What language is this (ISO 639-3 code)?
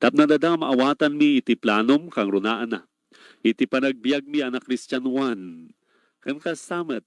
ilo